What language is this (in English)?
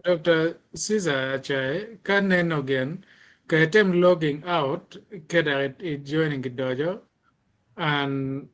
Acoli